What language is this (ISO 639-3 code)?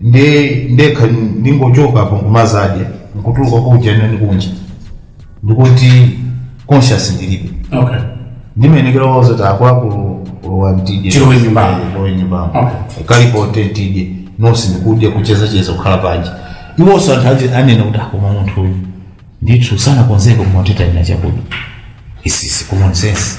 nya